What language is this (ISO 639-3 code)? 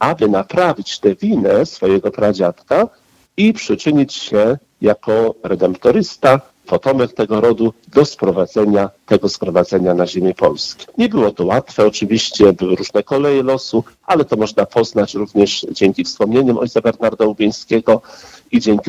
pol